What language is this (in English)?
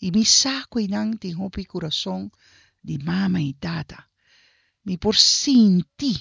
Papiamento